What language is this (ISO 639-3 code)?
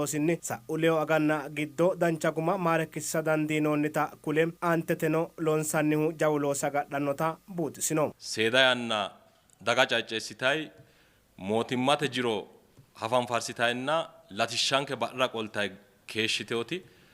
sid